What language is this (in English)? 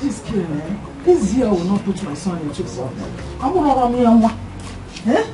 Nigerian Pidgin